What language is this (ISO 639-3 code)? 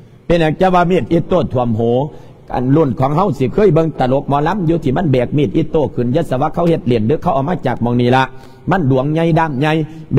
lao